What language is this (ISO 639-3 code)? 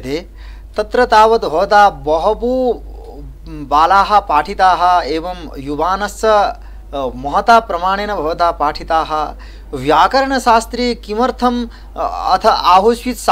san